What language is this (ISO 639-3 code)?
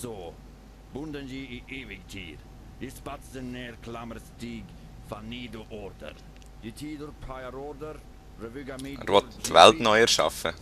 gsw